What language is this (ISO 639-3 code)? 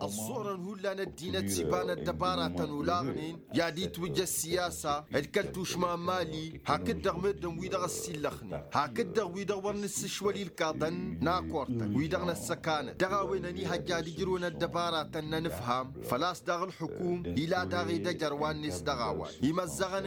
taq